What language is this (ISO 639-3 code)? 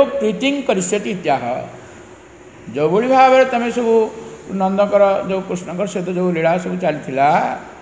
ori